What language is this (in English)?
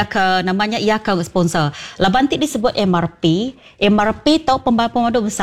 Iban